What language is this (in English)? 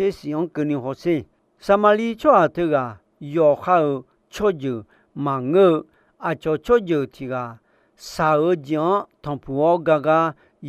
Akha